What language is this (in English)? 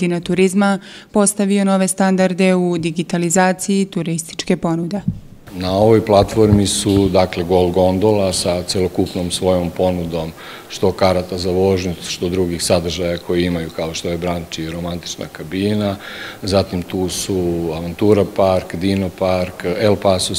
Serbian